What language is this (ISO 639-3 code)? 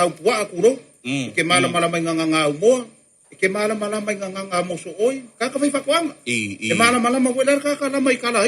smo